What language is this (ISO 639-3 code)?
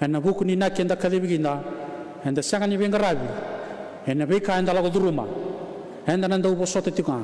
fij